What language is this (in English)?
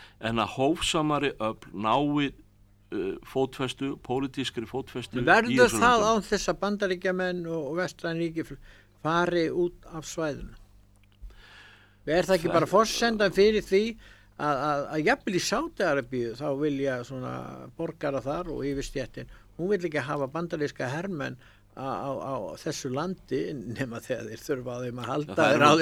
Icelandic